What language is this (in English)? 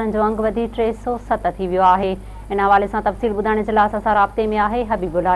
Sindhi